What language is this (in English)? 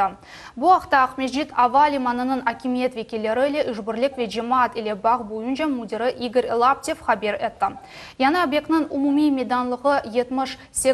Crimean Tatar